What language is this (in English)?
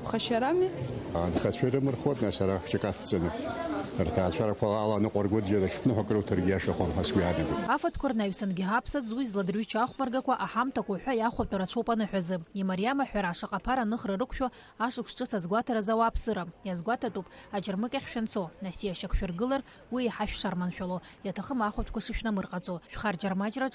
Abkhazian